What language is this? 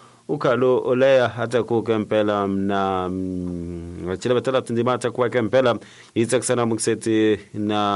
Tsonga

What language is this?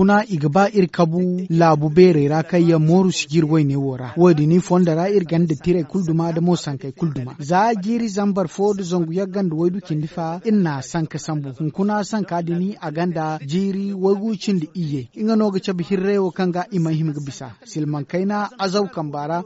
Zarma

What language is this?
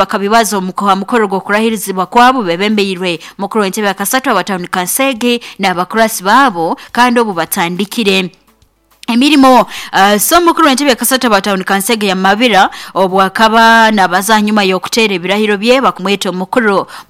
Nyoro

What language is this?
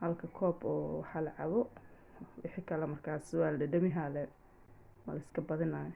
Somali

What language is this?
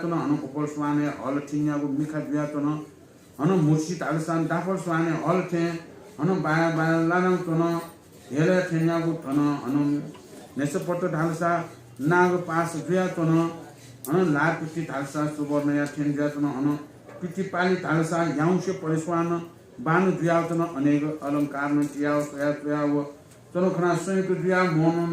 Newari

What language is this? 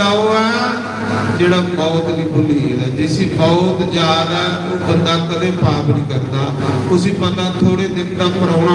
Dogri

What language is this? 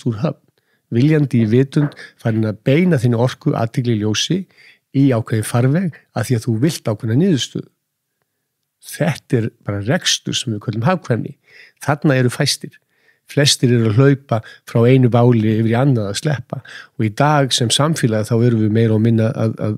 Icelandic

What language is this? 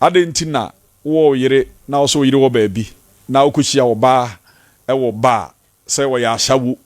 Akan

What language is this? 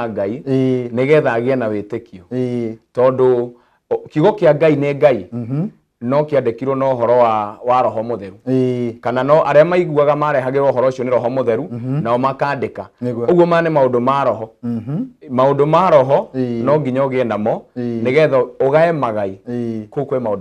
Kikuyu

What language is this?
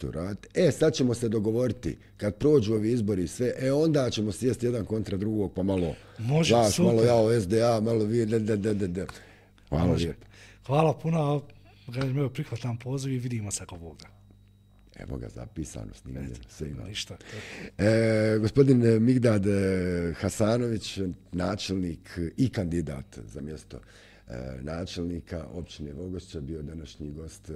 Bosnian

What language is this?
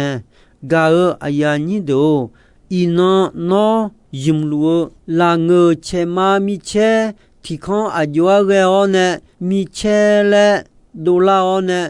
Akha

